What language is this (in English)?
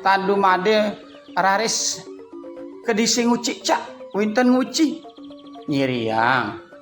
Balinese